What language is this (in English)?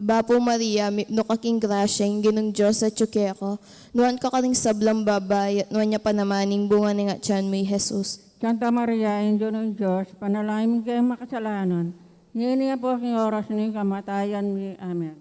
Pampanga